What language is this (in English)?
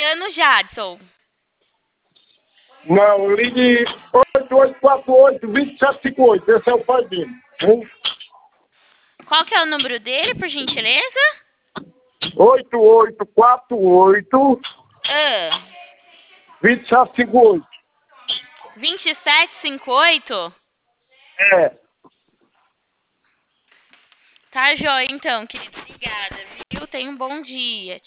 Portuguese